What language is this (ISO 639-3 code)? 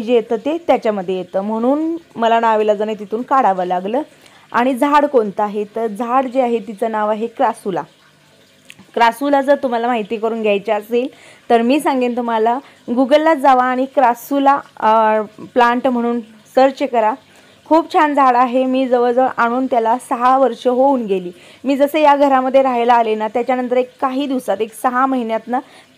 mar